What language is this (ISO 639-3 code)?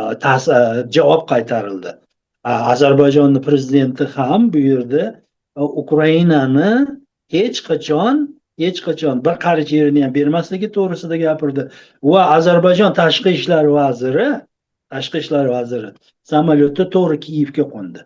uzb